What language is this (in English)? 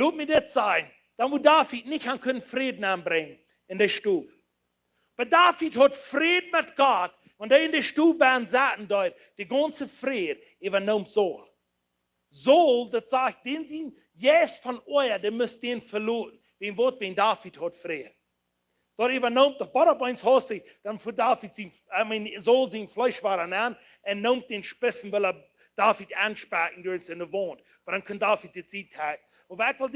Plautdietsch